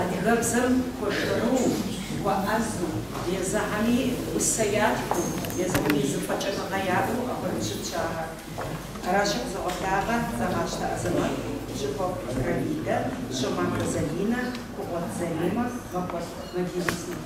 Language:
Kabardian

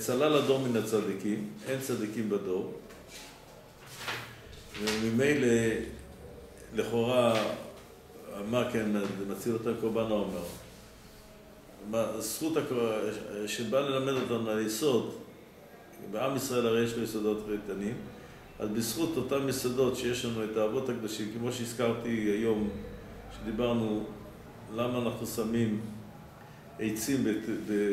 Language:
Hebrew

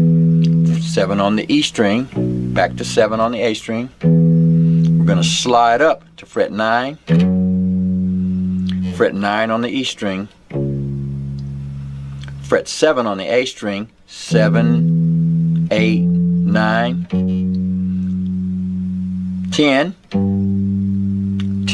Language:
English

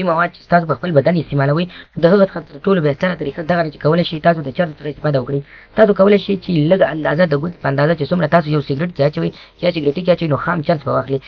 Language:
Pashto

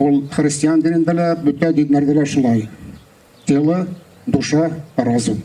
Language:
Bashkir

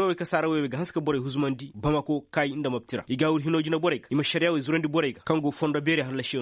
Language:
Koyraboro Senni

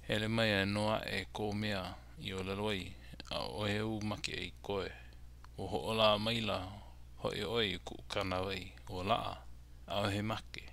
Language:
Hawaiian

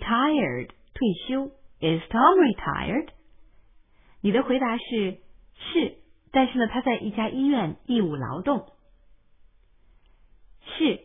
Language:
Chinese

